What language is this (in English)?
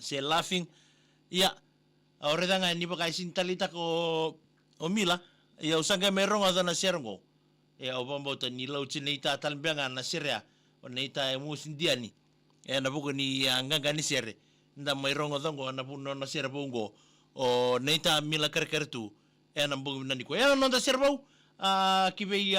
Fijian